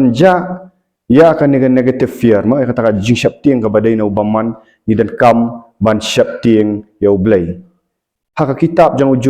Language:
Khasi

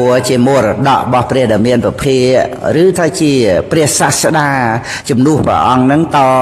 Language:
Khmer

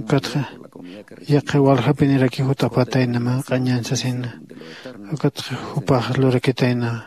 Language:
Aymara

